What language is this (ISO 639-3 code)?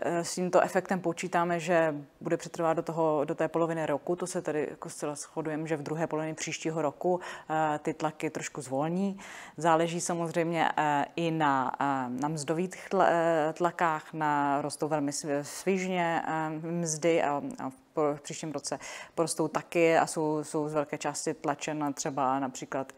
ces